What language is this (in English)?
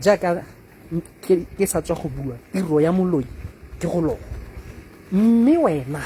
Tswana